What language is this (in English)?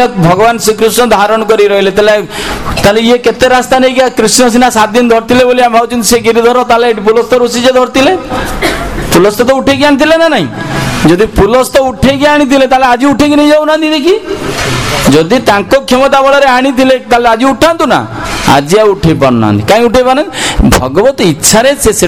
Odia